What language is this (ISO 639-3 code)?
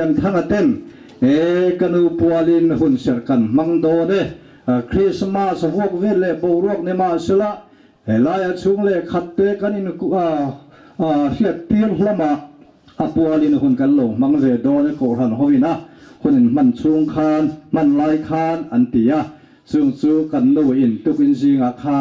lus